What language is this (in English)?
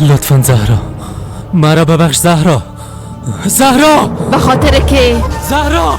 Persian